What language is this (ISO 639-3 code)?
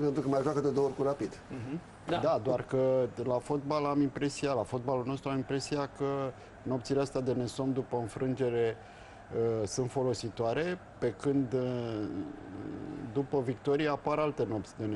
ron